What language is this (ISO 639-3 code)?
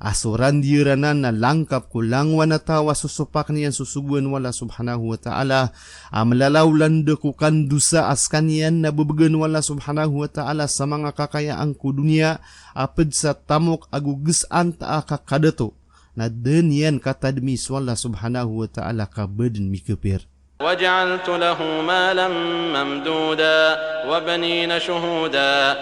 mrw